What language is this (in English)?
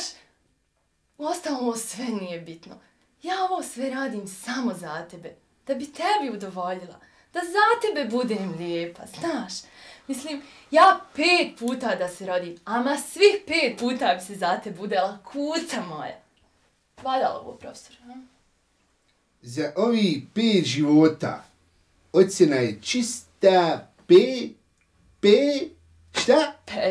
Bosnian